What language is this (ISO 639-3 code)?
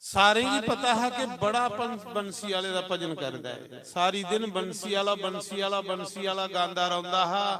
doi